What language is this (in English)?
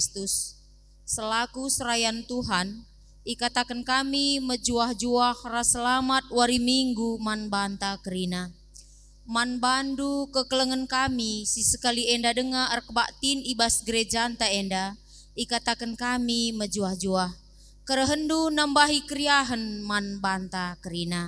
Batak Karo